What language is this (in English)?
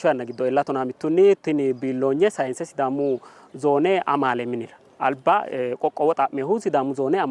Sidamo